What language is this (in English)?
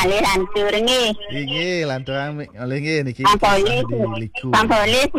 Balinese